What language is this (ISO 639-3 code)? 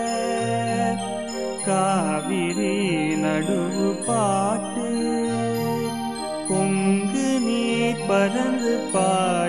tam